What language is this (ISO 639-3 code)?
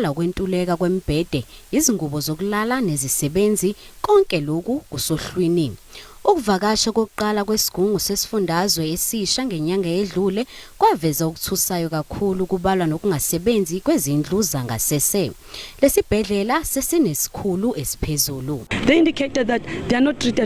zul